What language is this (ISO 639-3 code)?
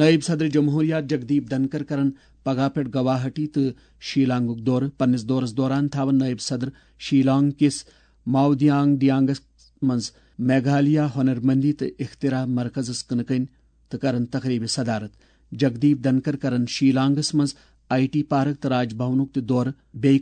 kas